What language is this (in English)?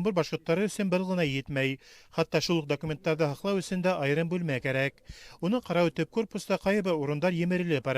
Bashkir